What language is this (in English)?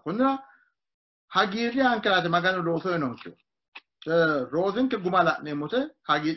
Sidamo